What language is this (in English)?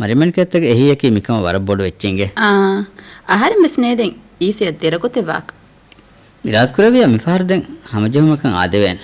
Divehi